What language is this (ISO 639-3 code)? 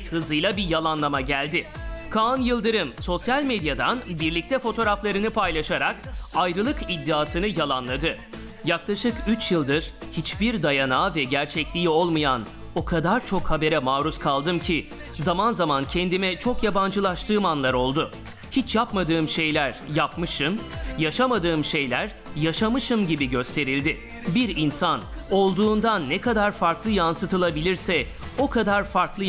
tur